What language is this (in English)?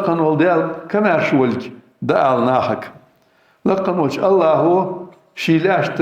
Ingush